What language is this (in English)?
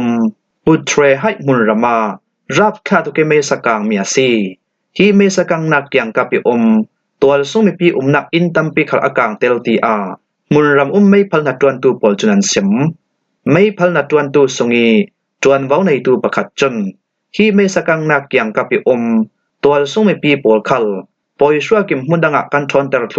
Falam Chin